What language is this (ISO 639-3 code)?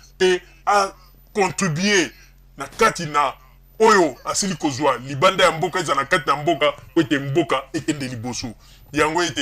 lin